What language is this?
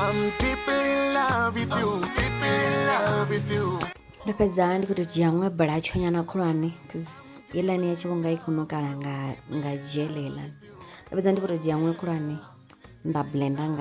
Venda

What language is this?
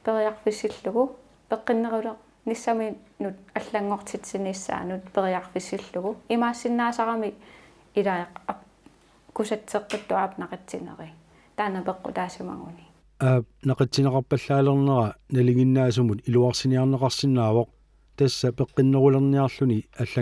Kalaallisut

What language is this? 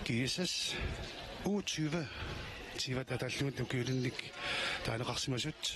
Kalaallisut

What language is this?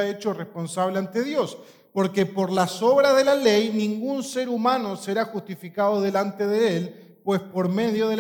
Spanish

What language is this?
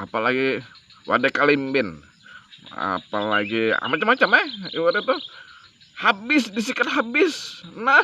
Banjar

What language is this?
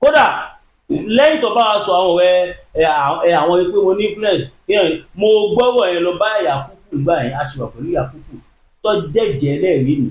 Yoruba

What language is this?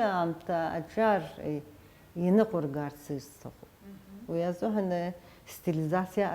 Abkhazian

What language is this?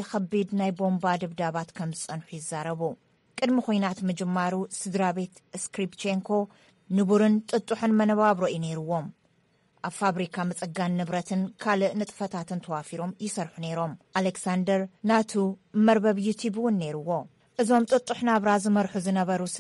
Tigrinya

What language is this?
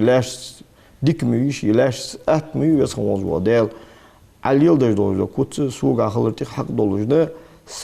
Ingush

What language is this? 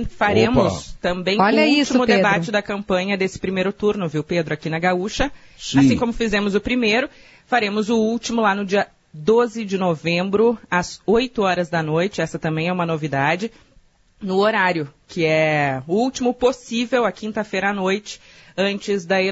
Portuguese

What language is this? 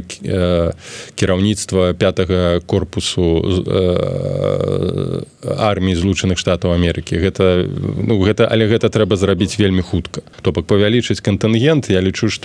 Belarusian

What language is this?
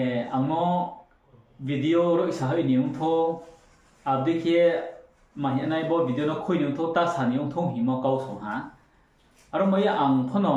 Riang (India)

